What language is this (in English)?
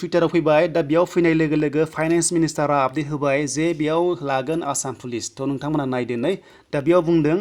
Bodo